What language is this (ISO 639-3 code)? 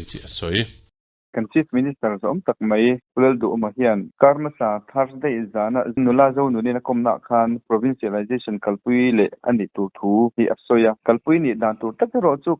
lus